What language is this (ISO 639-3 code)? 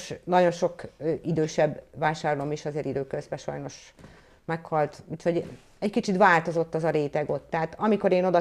hun